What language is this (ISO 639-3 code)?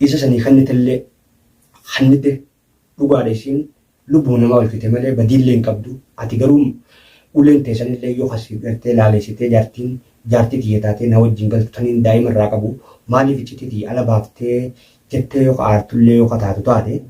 orm